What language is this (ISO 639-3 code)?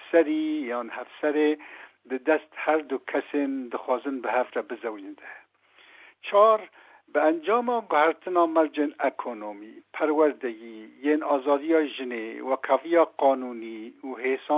kur